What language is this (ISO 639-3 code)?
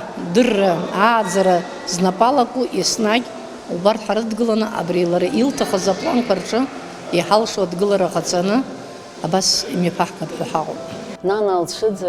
abk